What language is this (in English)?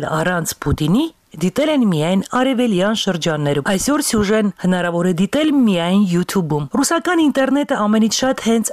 Armenian